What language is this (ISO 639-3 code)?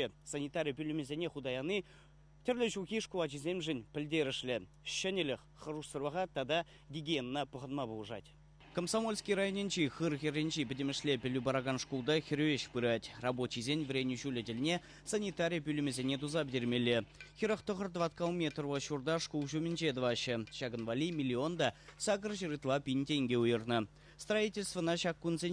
chv